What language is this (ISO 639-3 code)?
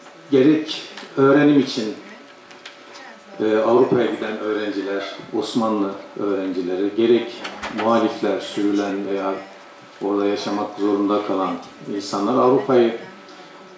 tur